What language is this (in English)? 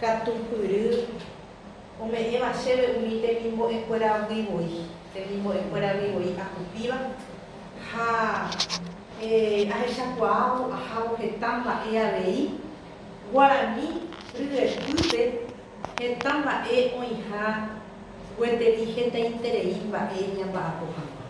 Guarani